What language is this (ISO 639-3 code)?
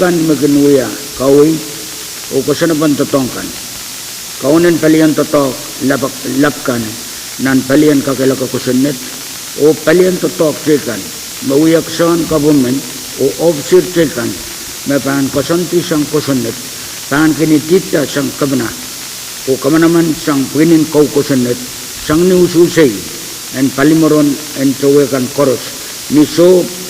pon